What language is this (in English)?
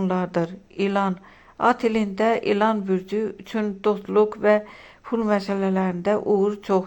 Azerbaijani